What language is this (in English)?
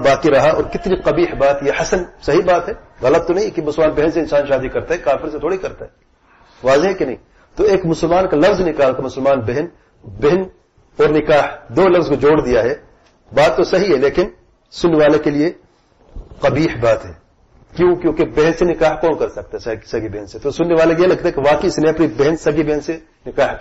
Urdu